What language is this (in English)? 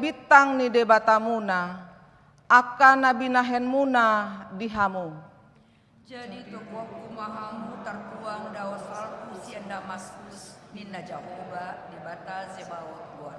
Batak Toba